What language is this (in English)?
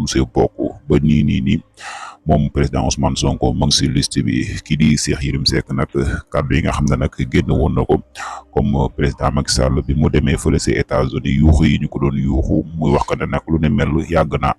Wolof